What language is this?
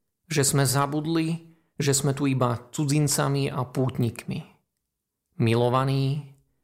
Slovak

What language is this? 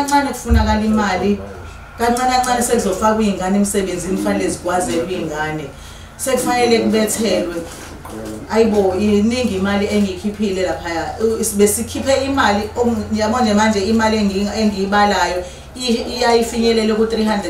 Zulu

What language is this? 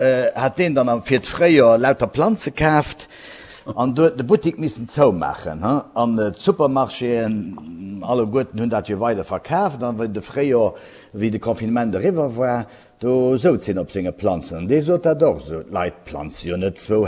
Luxembourgish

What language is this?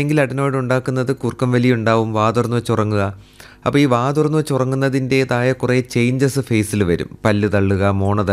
Malayalam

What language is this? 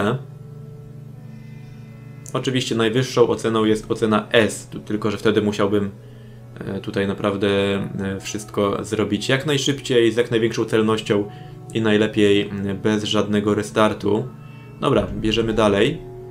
Polish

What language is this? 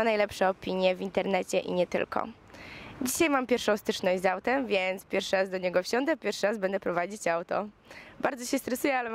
Polish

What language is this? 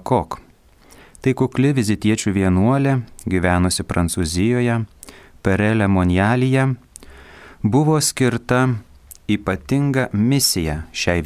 Lithuanian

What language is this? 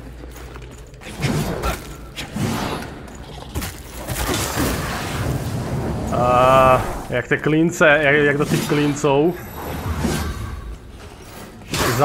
Slovak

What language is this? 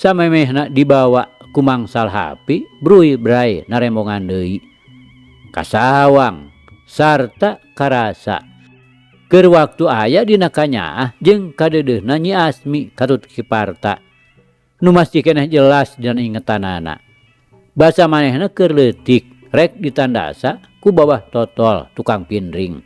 Sundanese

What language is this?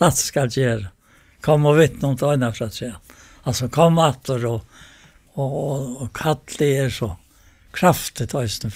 Faroese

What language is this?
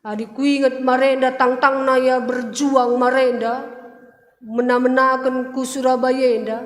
Batak Karo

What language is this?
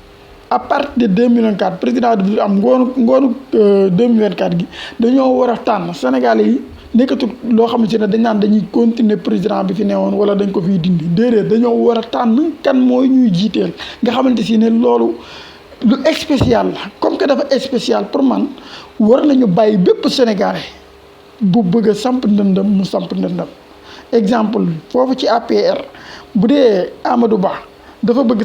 Wolof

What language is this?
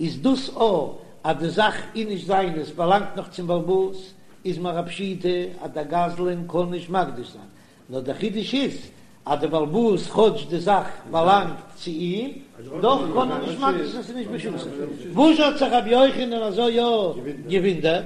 Yiddish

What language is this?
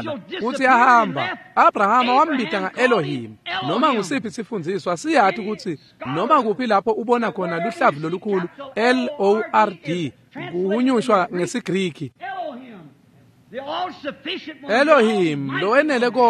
Swati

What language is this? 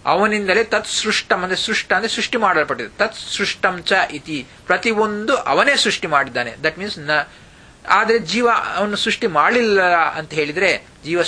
Kannada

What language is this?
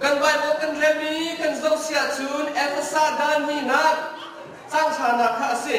Hakha Chin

